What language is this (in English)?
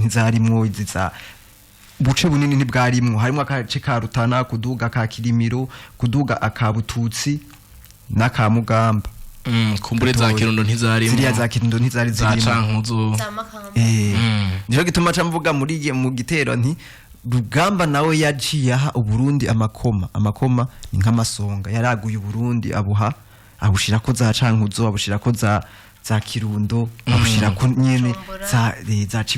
Rundi